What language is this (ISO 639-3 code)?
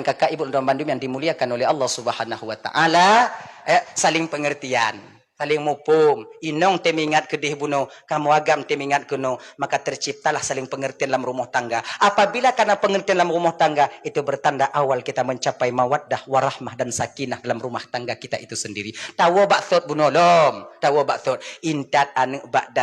ace